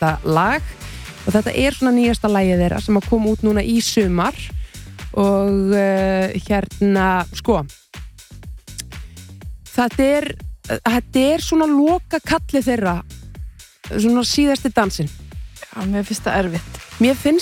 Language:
Icelandic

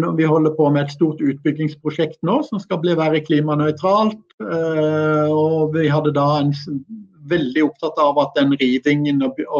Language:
Norwegian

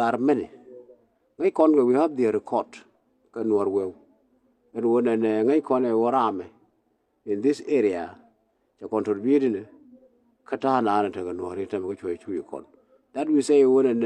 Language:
Nuer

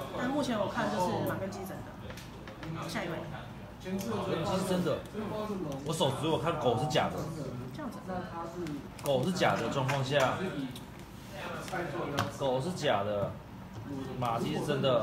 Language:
Chinese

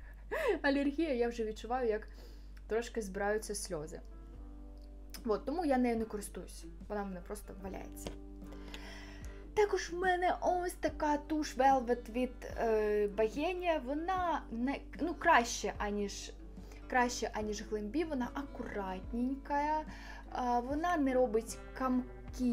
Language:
Ukrainian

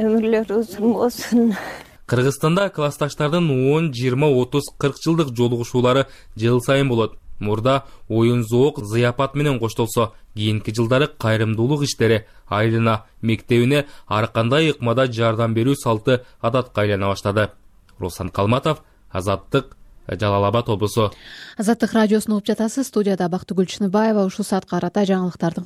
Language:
Kyrgyz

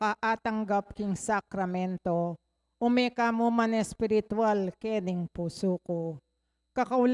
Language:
Pampanga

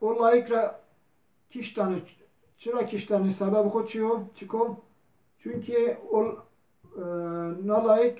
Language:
Zaza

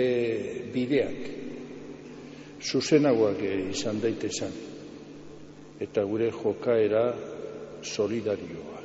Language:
Basque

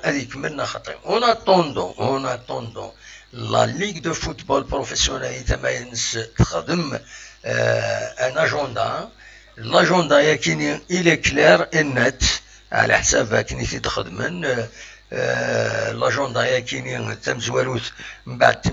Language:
Kabyle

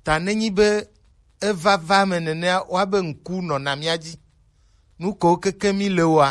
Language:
Gen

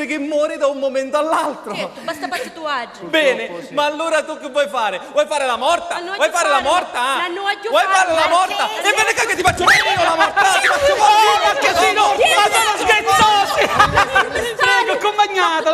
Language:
Sicilian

